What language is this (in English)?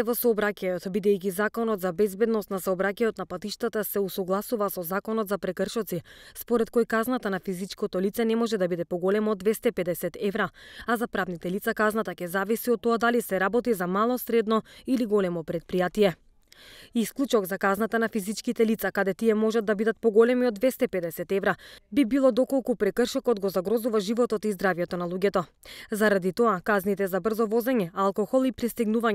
Macedonian